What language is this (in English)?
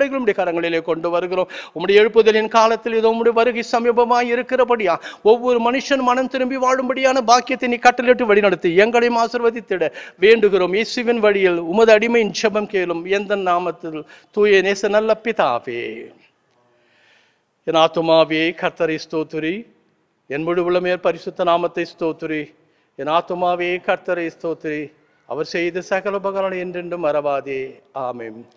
Tamil